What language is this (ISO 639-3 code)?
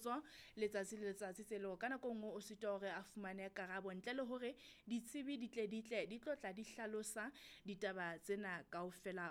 sot